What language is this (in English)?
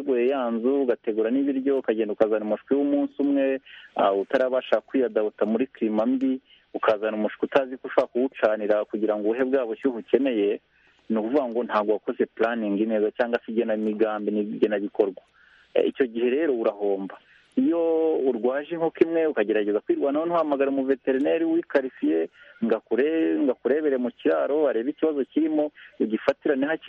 Kinyarwanda